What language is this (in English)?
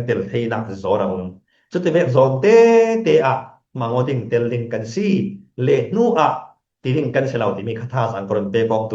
Falam Chin